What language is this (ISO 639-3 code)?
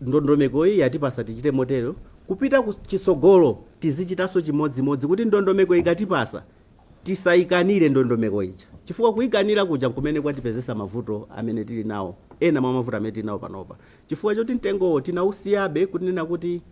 nya